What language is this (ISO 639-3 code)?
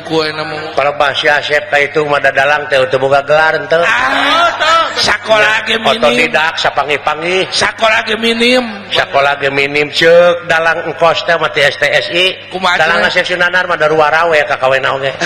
sun